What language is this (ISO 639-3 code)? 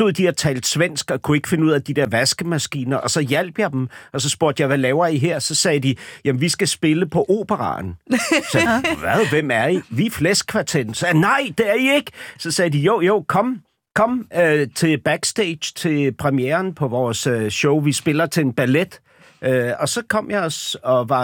dan